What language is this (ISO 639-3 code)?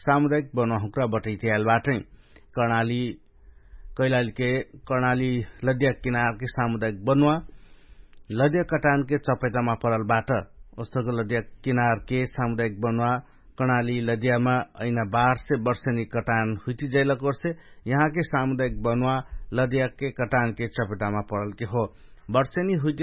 thl